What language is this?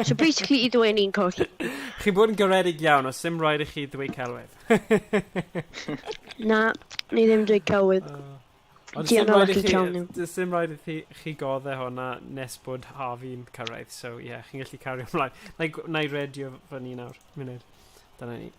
Welsh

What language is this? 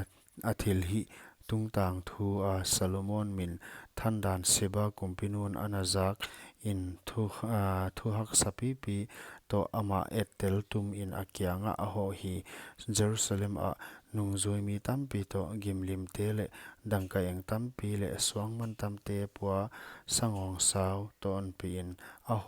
Paite Chin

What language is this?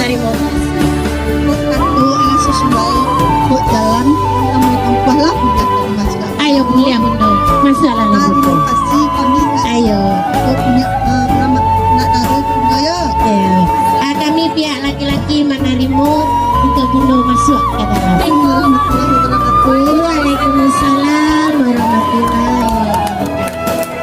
Minangkabau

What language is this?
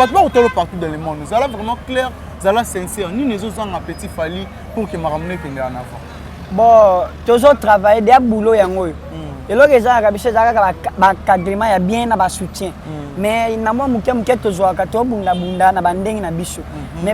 Lingala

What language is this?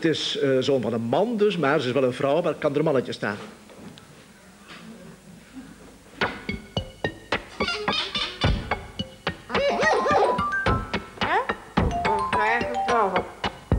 Dutch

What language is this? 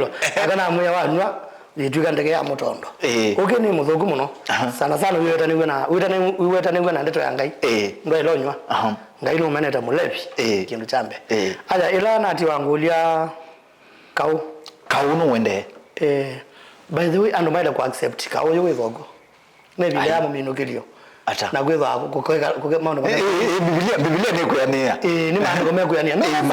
Kamba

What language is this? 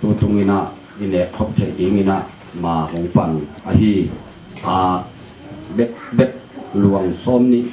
Tedim Chin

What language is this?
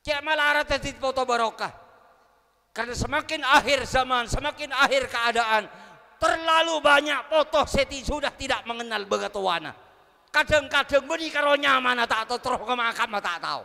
Madurese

